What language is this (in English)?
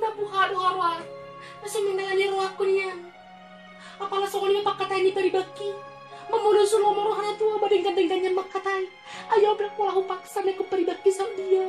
Batak Toba